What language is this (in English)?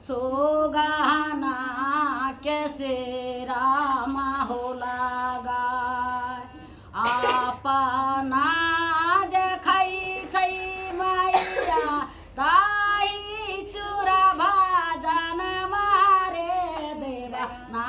Maithili